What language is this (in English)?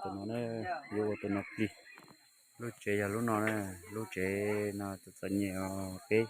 Hmong